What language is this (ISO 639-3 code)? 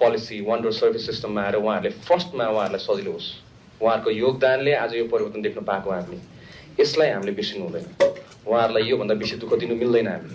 nep